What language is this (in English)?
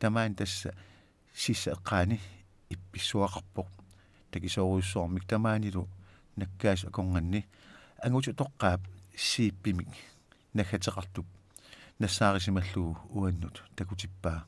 Kalaallisut